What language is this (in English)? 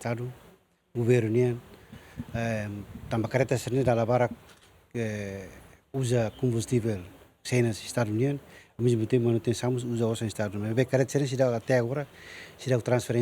Tetum